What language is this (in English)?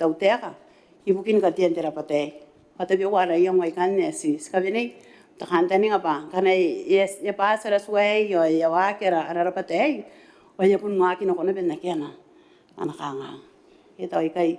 Gilbertese